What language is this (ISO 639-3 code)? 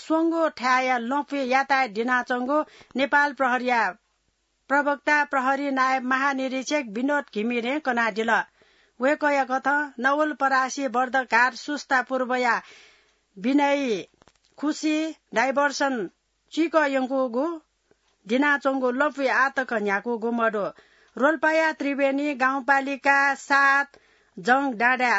new